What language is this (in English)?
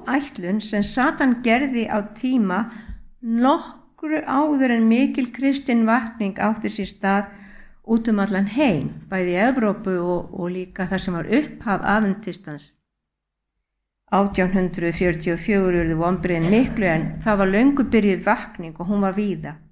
Icelandic